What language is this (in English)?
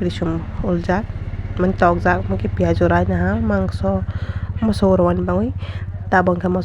Kok Borok